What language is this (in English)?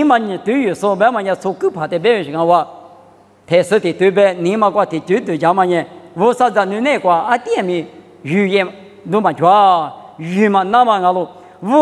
Lisu